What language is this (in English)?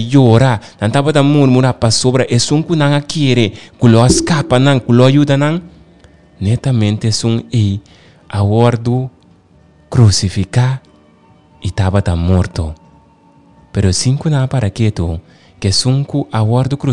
Papiamento